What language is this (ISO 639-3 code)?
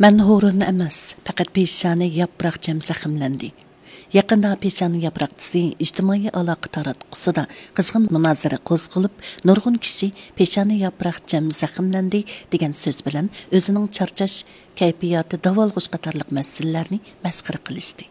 uig